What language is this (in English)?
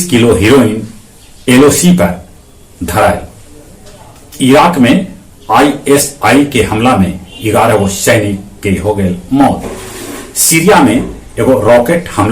Magahi